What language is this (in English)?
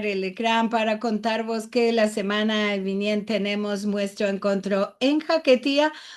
Ladino